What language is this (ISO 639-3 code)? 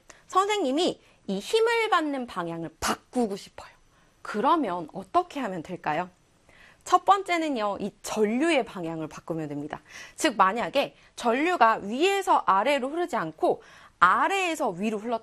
kor